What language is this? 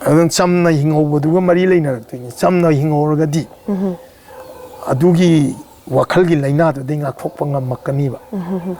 Manipuri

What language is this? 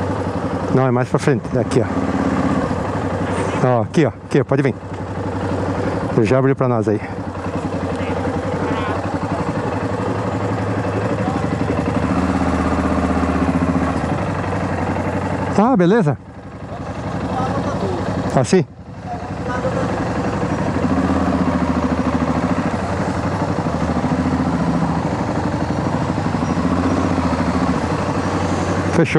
Portuguese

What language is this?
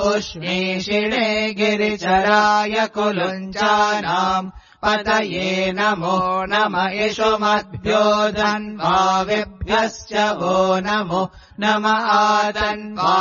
Sanskrit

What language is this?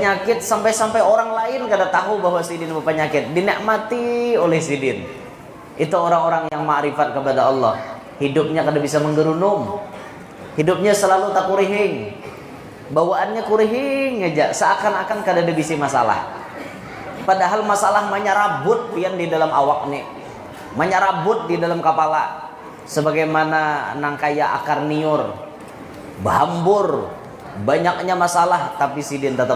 Banjar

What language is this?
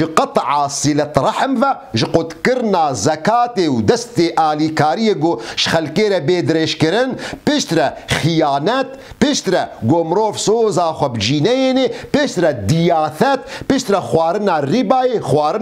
Kurdish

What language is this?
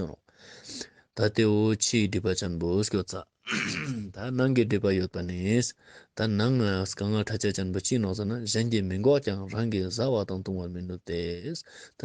Ladakhi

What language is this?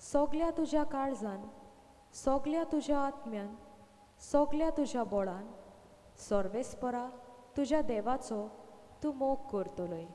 Konkani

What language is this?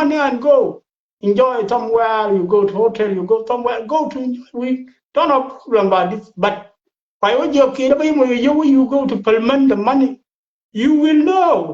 Nuer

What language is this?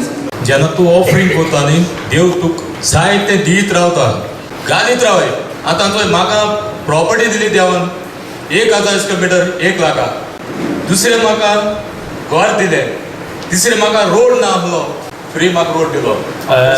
Konkani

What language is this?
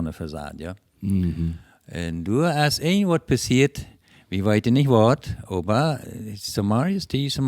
Plautdietsch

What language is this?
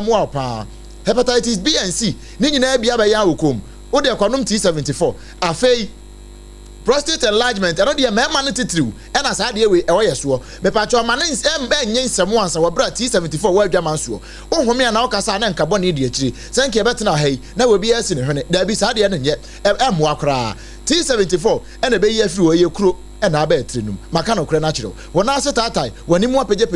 Akan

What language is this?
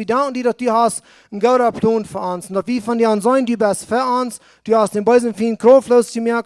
Plautdietsch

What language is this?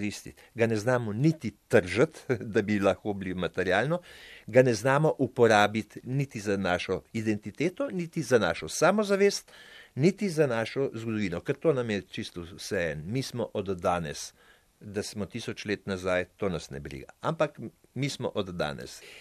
Slovenian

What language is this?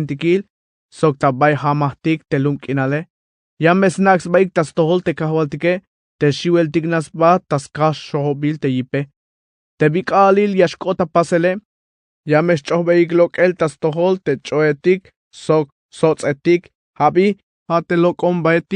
Tzeltal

